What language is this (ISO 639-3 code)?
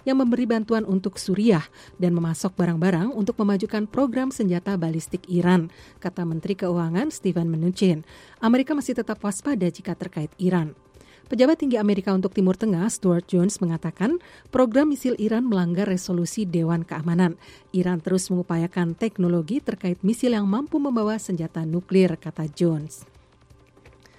ind